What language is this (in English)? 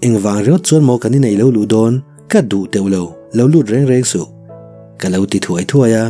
Mizo